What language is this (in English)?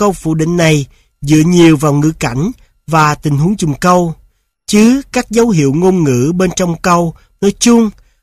Vietnamese